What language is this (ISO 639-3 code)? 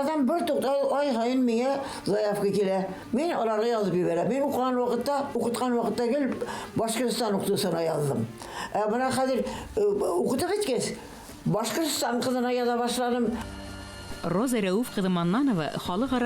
bak